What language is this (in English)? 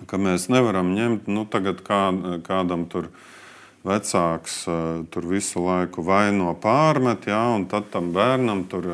Latvian